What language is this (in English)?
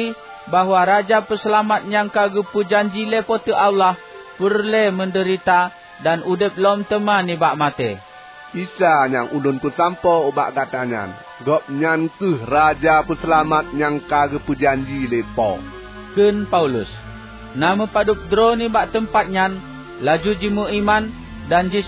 Achinese